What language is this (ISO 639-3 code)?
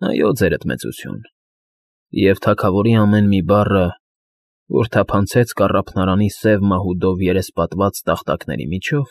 hye